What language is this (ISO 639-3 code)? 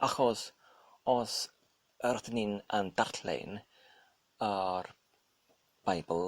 cym